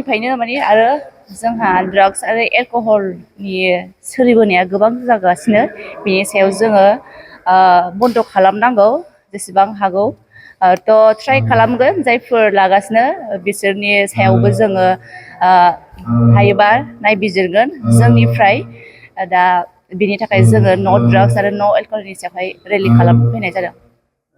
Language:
Bodo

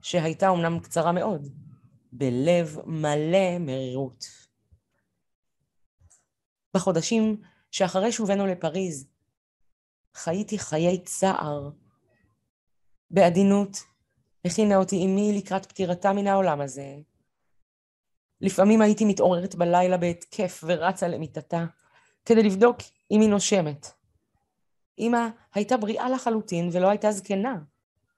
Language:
Hebrew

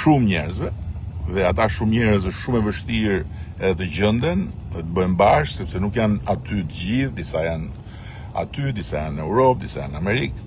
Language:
Albanian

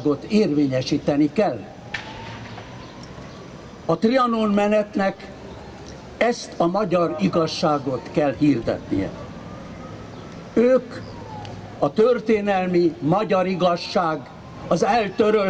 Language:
Hungarian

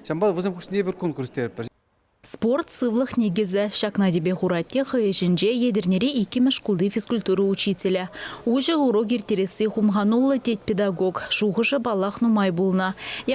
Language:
Chuvash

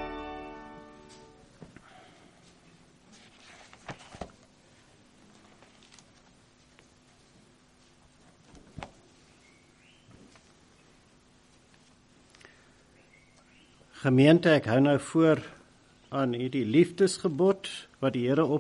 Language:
Afrikaans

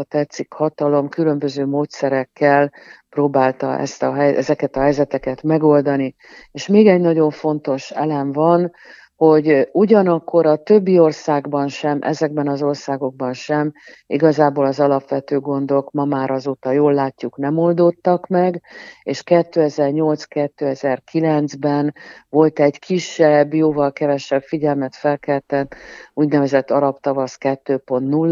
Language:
Hungarian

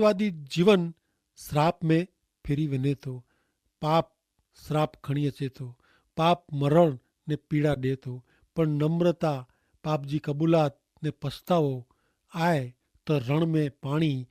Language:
Kachhi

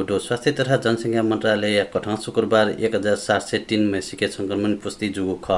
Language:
Newari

